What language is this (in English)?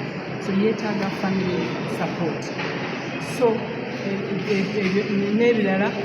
Ganda